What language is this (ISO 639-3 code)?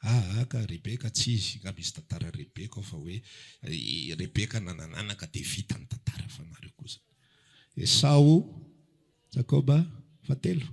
mlg